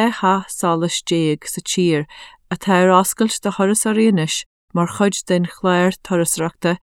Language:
Irish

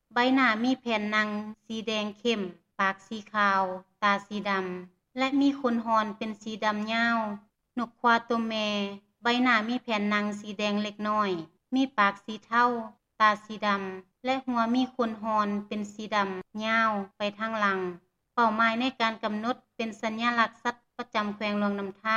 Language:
Lao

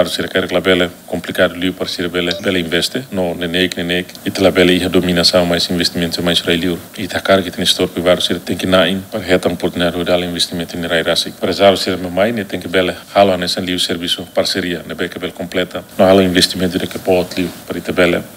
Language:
Tetum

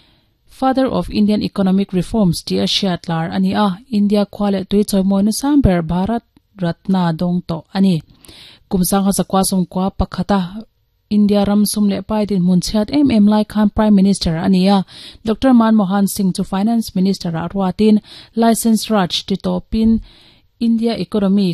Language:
Mizo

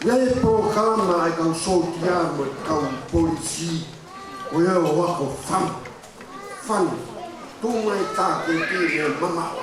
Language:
Tongan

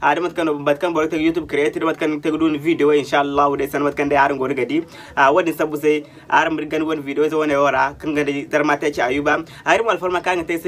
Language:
Zarma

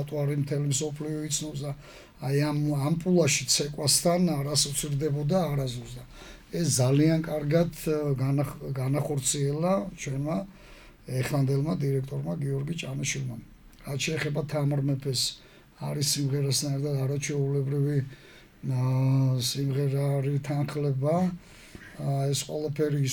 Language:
Georgian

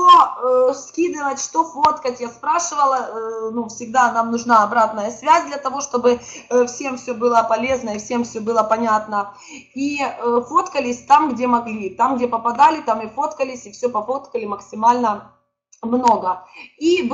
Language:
Russian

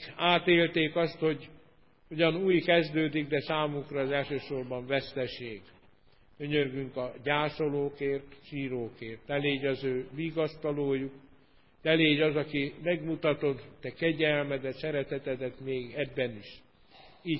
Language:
Hungarian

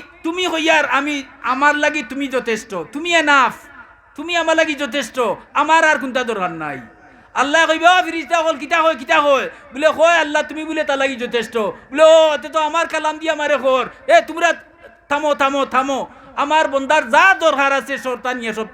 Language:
Sylheti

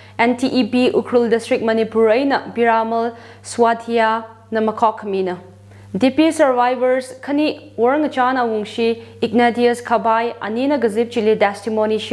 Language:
Tangkhul Naga (India)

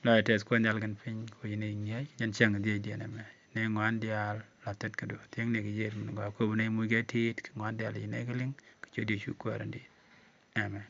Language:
Nuer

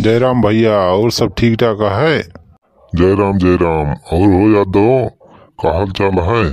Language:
Awadhi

